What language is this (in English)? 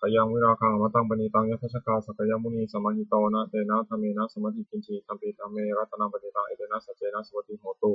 Pali